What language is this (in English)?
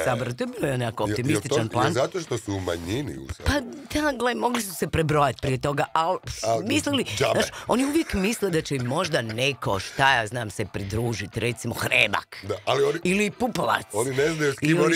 Croatian